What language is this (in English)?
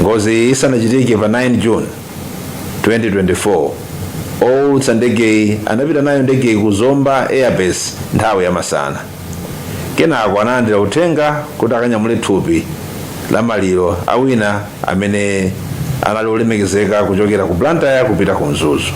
Nyanja